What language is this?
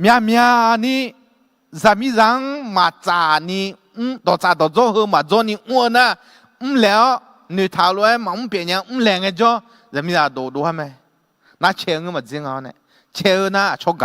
Akha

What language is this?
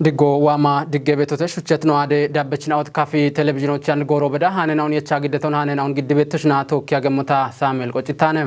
Kafa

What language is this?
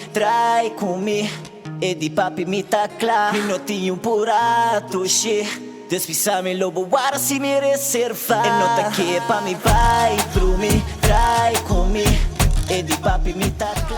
Papiamento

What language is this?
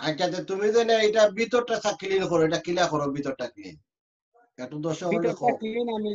Sylheti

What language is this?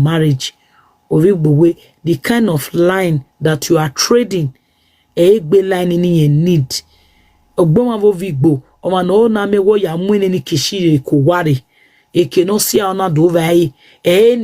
Nigerian Pidgin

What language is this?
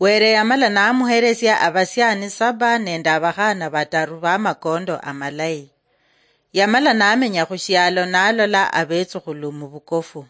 Luyia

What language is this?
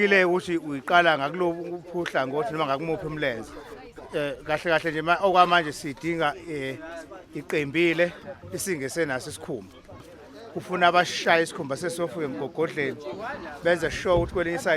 Zulu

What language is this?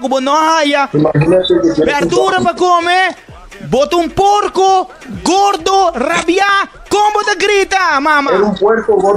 Papiamento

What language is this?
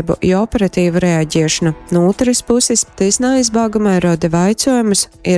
Latgalian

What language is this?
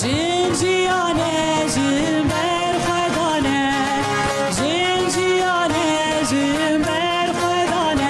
Kurdish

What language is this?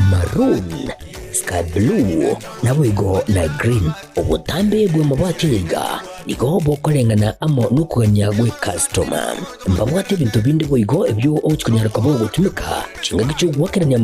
Gusii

